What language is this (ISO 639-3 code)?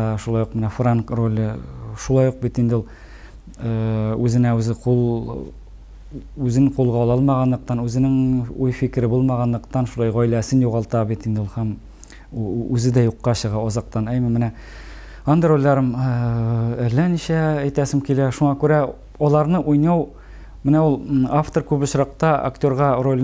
tat